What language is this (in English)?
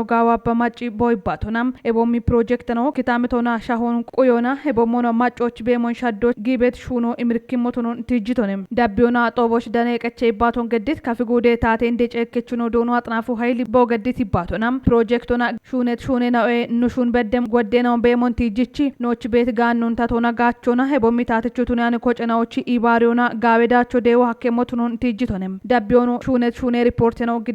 Kafa